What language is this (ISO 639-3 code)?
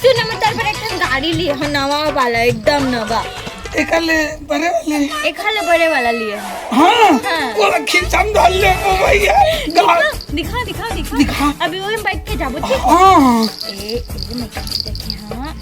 hne